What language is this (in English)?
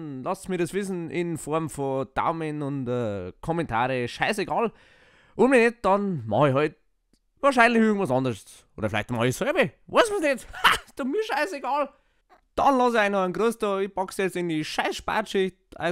Bavarian